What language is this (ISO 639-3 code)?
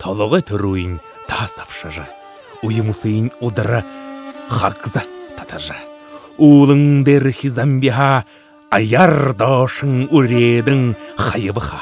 bua